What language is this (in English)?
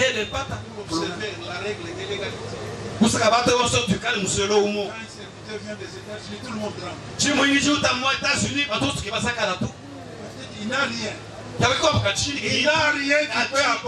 Luba-Katanga